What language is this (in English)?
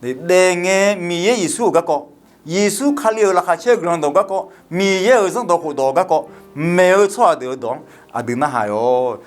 Akha